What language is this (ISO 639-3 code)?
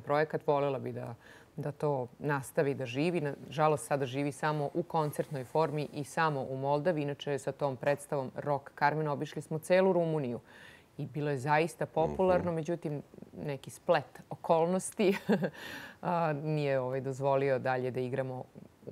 srp